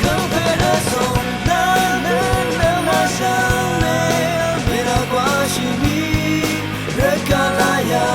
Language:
Rawang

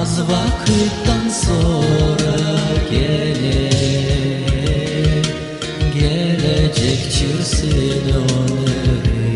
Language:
Gagauz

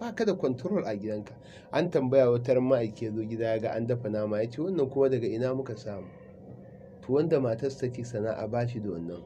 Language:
Hausa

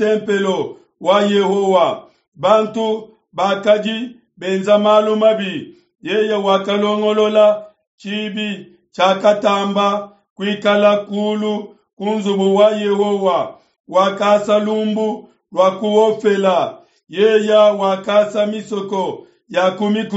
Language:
Luba-Lulua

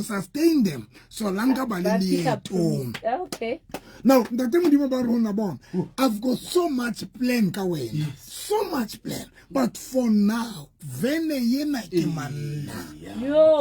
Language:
Southern Sotho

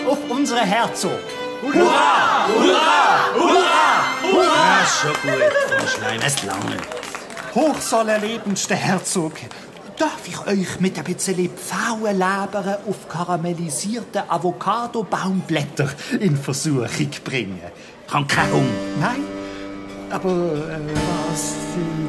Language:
Swiss German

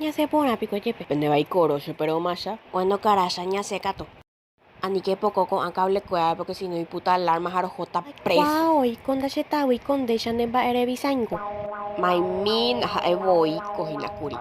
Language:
Guarani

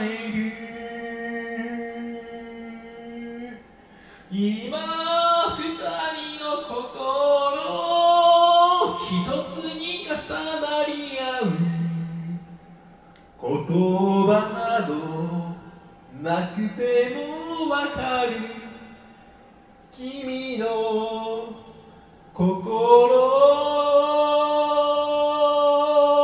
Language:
Japanese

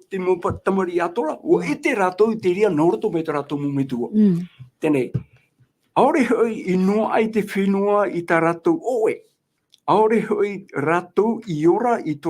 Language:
Tahitian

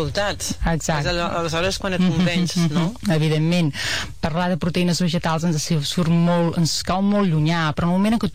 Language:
Catalan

